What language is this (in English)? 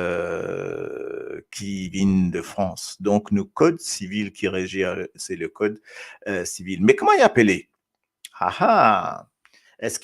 Morisyen